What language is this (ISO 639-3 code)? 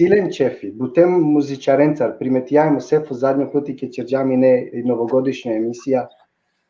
rmn